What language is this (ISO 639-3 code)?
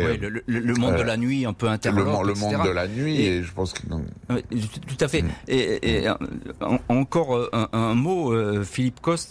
fra